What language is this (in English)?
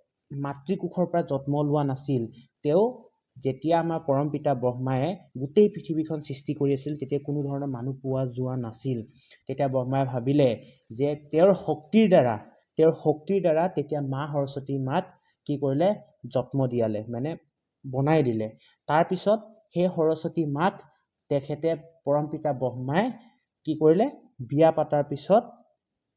Assamese